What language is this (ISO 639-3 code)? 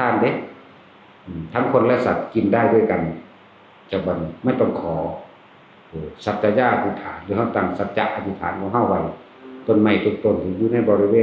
tts